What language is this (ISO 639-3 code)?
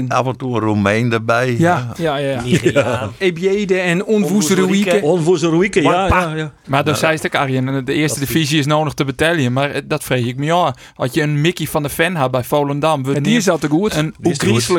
fry